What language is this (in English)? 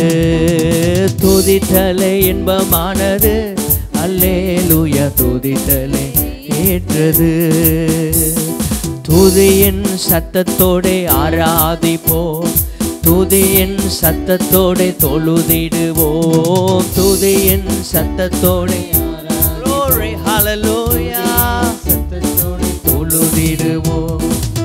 Tamil